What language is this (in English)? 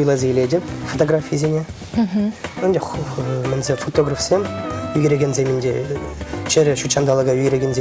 Chuvash